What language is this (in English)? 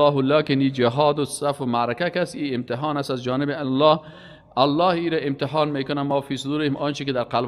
Persian